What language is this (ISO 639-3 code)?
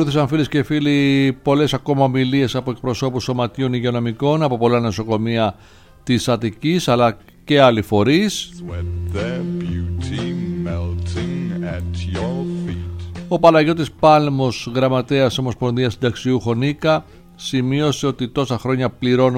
ell